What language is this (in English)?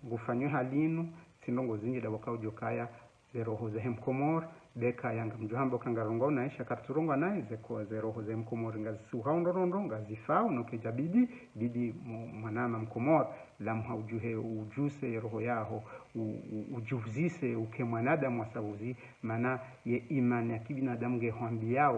Ngazidja Comorian